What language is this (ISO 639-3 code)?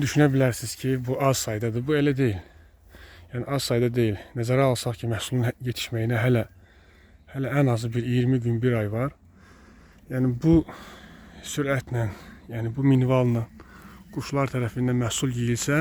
aze